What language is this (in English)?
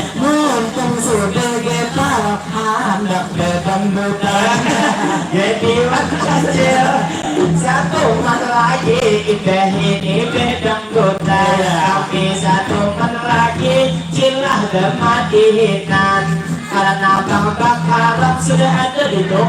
Banjar